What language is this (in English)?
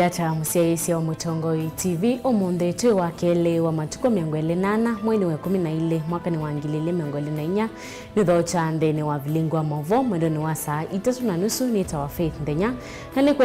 Kamba